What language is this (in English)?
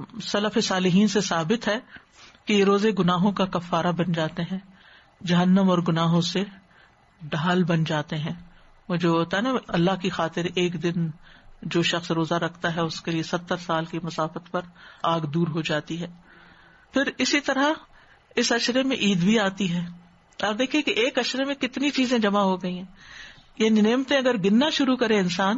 Urdu